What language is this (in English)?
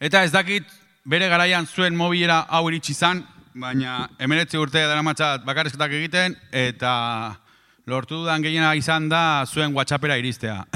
Basque